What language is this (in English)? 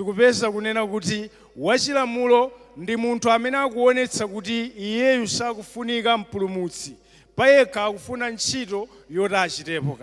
Nyanja